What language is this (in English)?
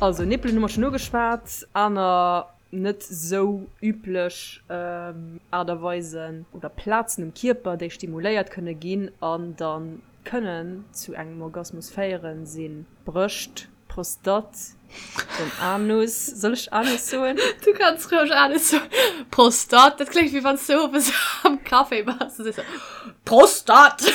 Luxembourgish